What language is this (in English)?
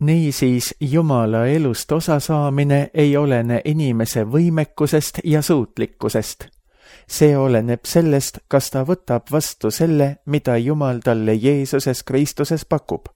Estonian